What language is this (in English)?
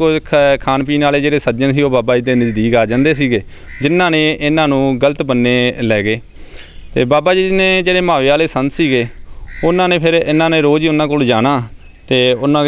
Punjabi